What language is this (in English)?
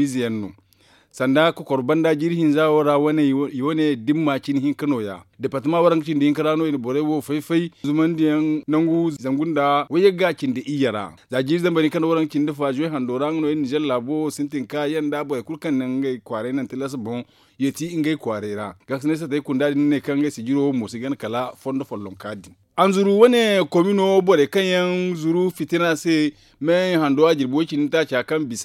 Zarma